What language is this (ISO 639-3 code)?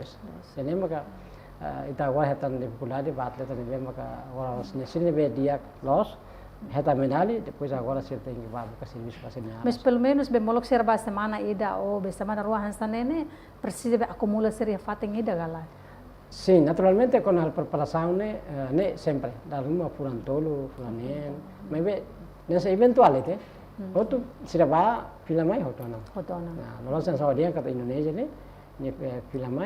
tet